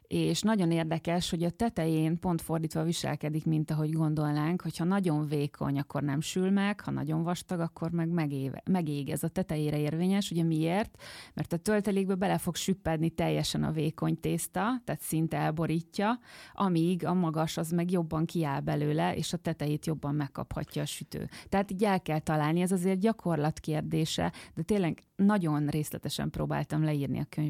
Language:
Hungarian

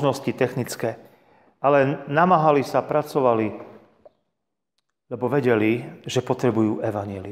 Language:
Slovak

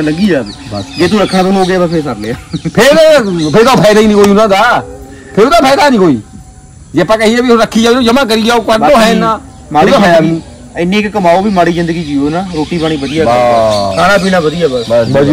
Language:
Punjabi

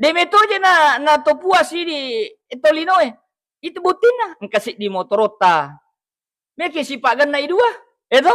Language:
Buginese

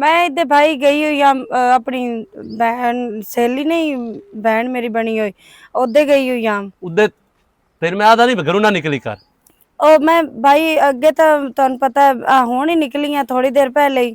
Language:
Western Panjabi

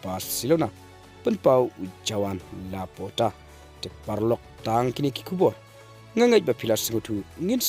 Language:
Khasi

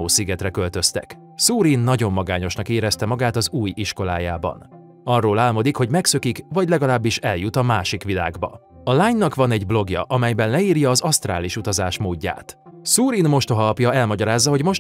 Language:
Hungarian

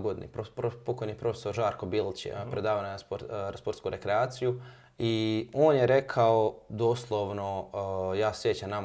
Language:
Croatian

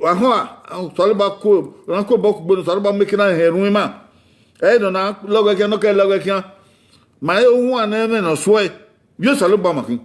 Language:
Bini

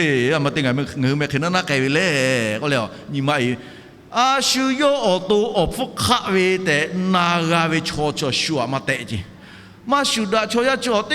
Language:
Lahu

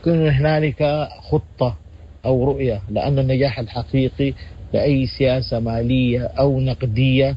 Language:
Sudanese Arabic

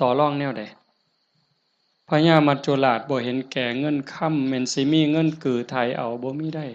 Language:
Northeastern Thai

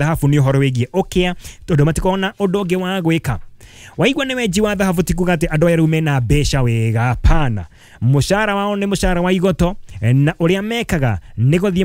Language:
Kikuyu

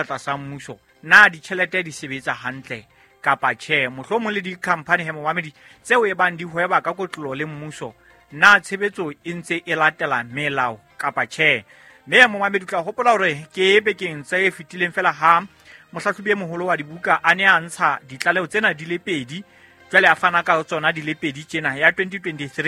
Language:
Southern Sotho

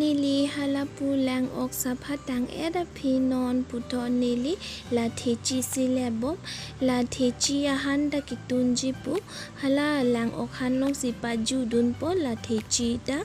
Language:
Karbi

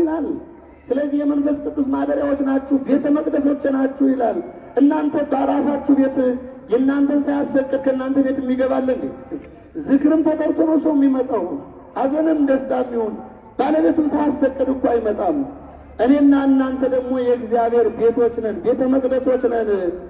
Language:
Amharic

